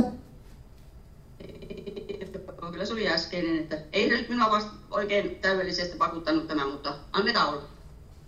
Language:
Finnish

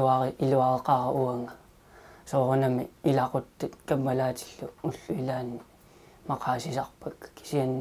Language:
Kalaallisut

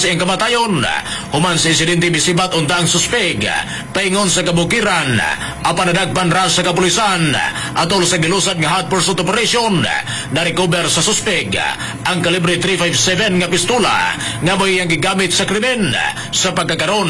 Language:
Cebuano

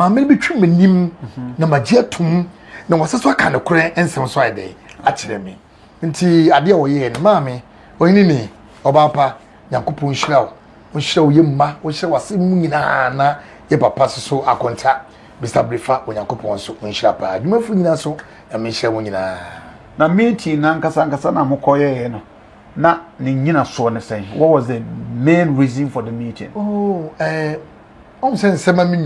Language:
Akan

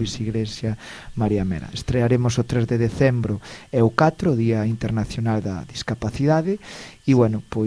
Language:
Galician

